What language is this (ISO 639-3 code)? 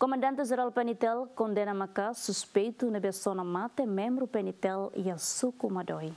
tet